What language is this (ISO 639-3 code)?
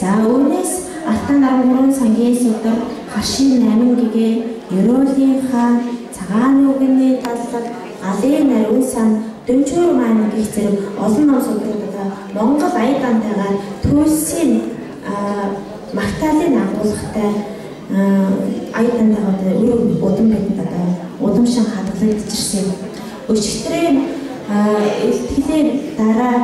mon